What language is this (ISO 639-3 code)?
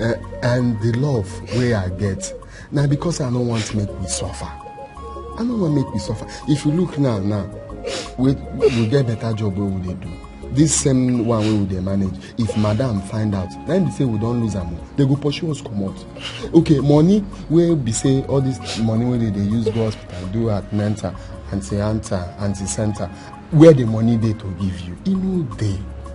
pcm